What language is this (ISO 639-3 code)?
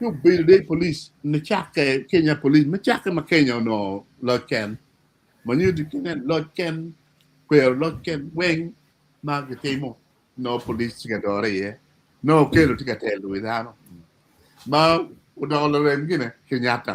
ach